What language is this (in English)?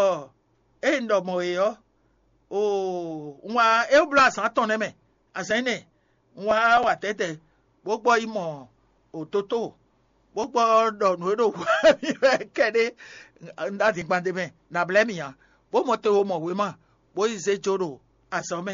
Fon